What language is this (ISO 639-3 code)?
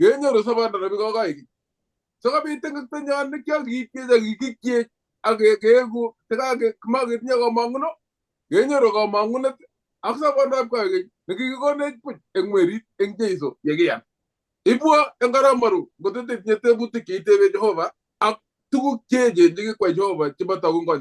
kln